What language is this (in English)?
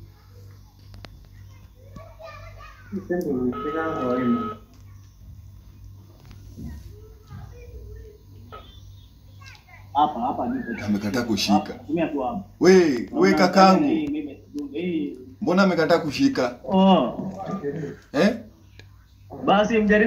Swahili